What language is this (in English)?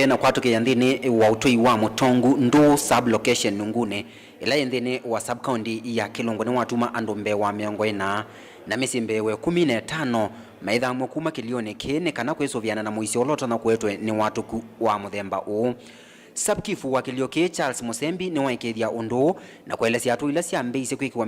Kamba